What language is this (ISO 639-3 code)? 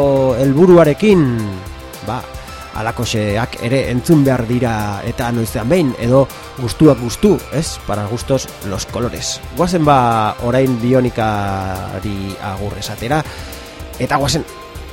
eus